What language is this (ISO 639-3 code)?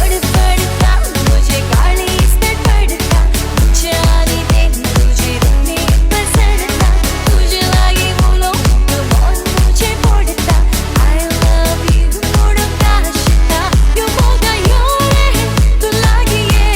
kok